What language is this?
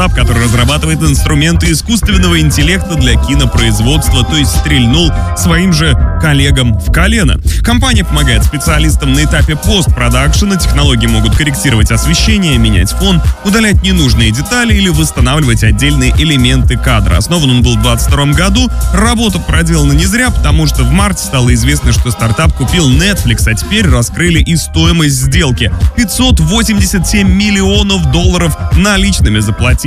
Russian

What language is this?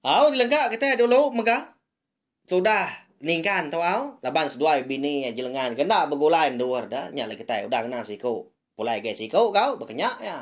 Iban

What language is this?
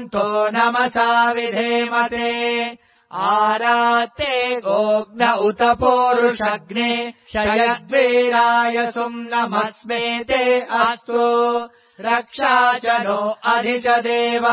Sanskrit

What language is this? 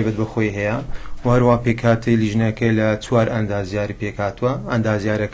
Central Kurdish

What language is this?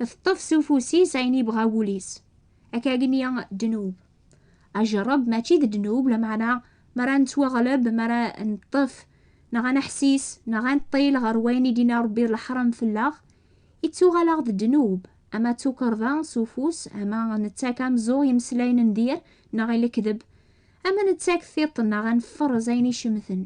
Kabyle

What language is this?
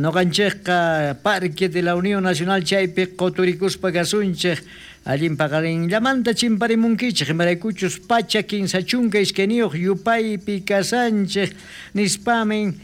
South Bolivian Quechua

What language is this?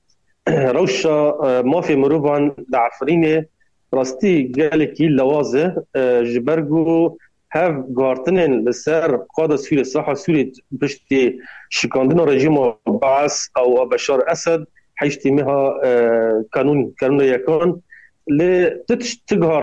Kurdish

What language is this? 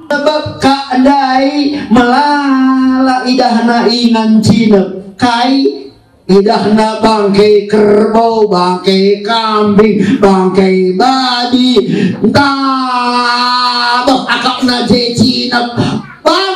Batak Karo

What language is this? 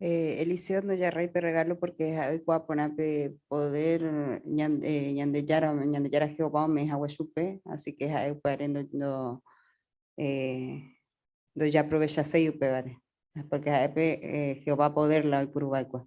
Guarani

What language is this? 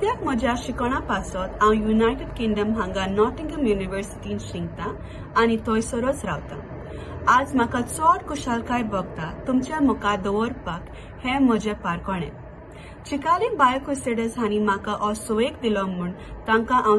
Konkani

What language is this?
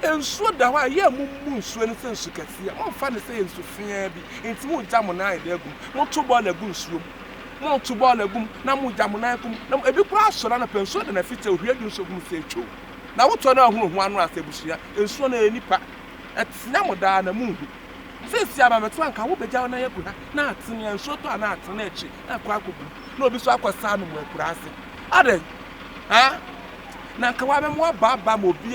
Akan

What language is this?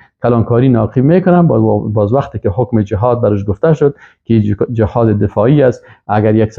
Persian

